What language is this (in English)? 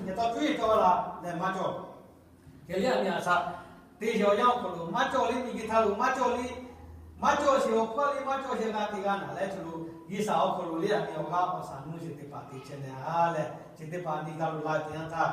Lahu